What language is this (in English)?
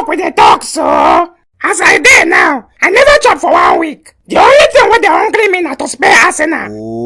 Nigerian Pidgin